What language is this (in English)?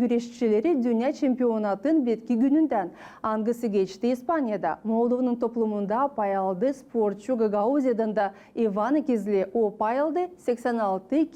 Gagauz